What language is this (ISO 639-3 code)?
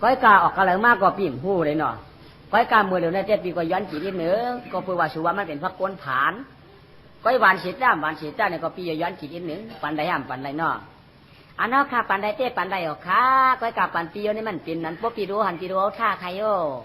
shn